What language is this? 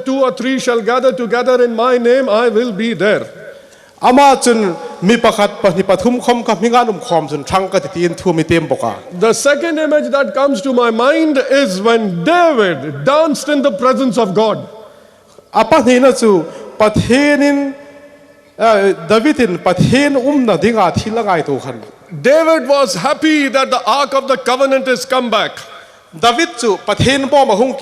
Hmar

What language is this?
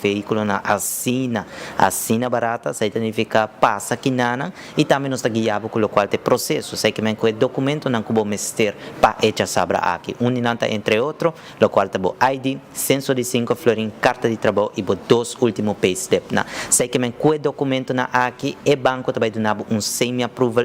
Papiamento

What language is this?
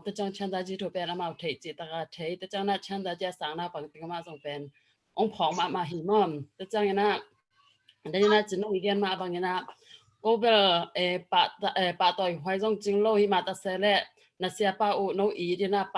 Tedim Chin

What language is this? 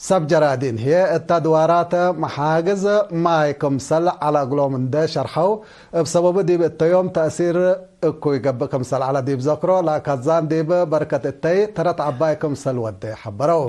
Tigre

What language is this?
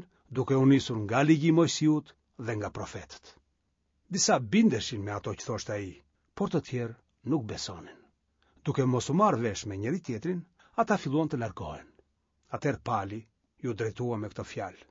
Albanian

